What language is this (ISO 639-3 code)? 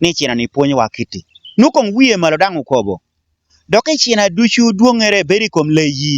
laj